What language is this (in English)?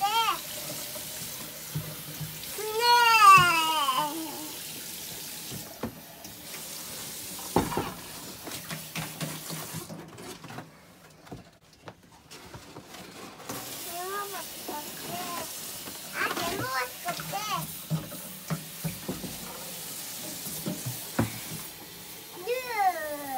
Norwegian